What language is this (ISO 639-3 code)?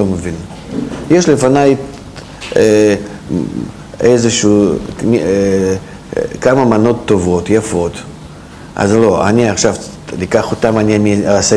heb